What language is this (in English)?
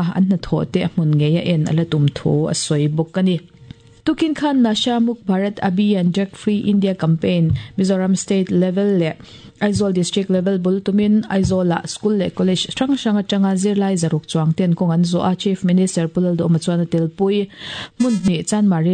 Mizo